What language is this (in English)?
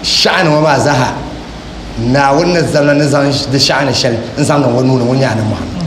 Dagbani